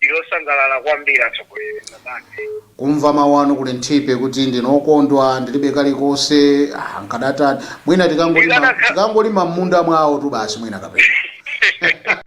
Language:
Nyanja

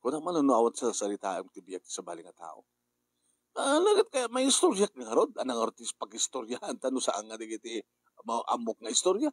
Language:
Iloko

